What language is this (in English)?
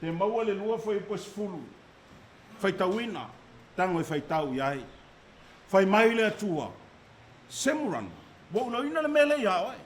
Samoan